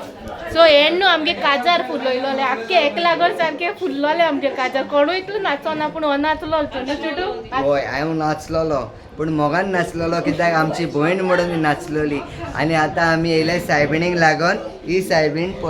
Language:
Konkani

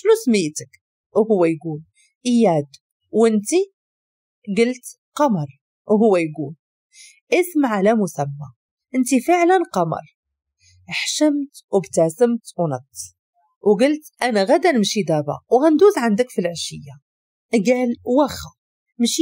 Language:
Moroccan Arabic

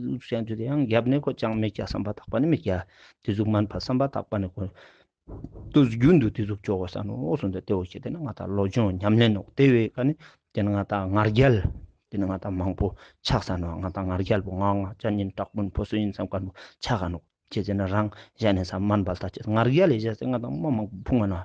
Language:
Ladakhi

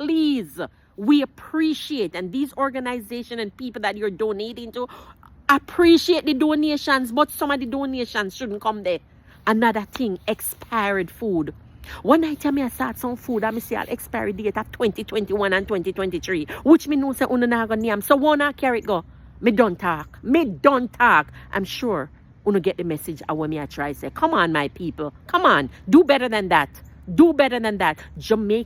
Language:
Jamaican Creole English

